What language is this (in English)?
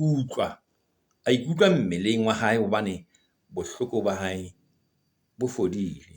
Southern Sotho